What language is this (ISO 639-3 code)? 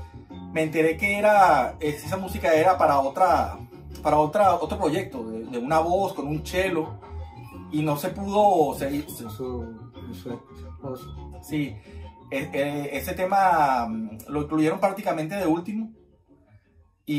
spa